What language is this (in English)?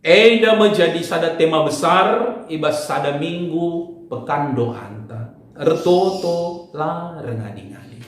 Batak Karo